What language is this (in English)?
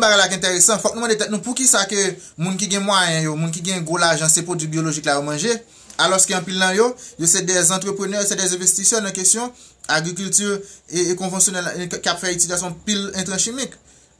Haitian Creole